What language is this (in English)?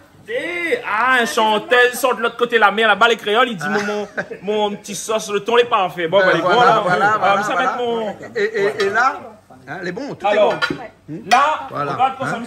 Réunion Creole French